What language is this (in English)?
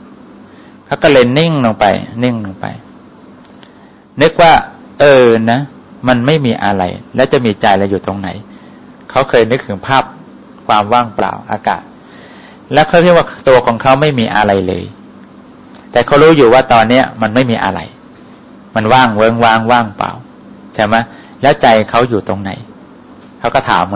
Thai